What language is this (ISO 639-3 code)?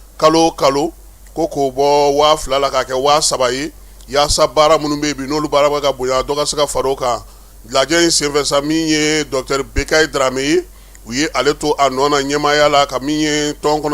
bam